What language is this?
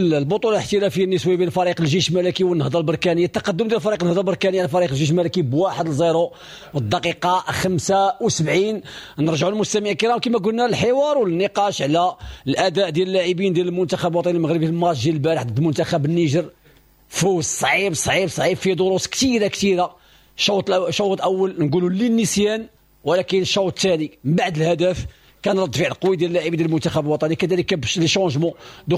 Moroccan Arabic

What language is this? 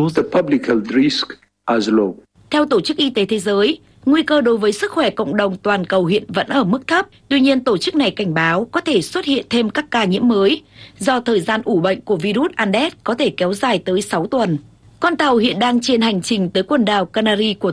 Vietnamese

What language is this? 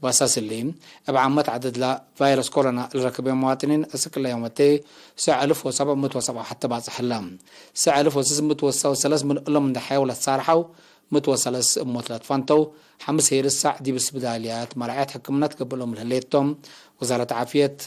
Tigre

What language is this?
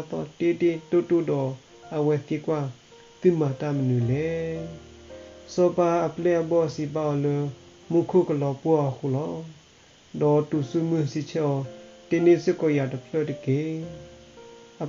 S'gaw Karen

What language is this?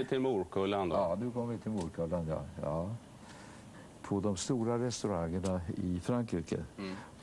Swedish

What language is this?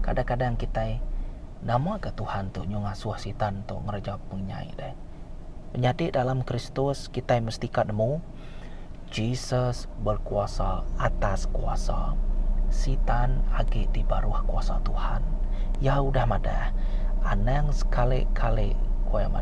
Iban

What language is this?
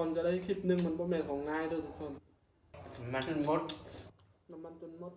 Lao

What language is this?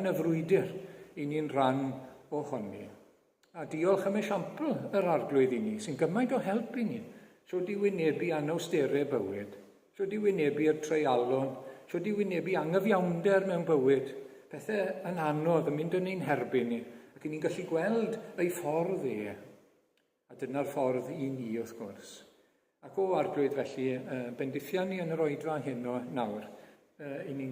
Welsh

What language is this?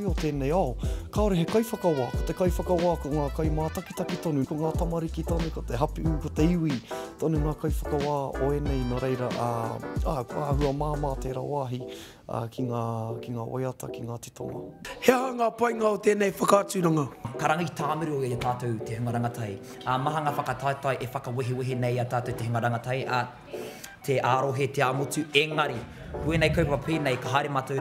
Māori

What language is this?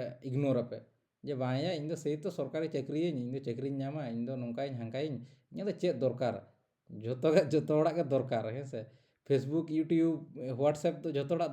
Santali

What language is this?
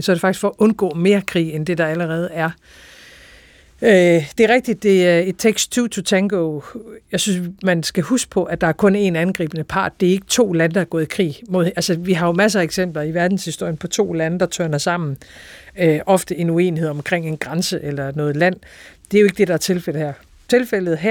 Danish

